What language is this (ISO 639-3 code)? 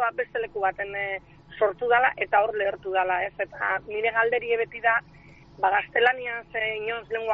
eus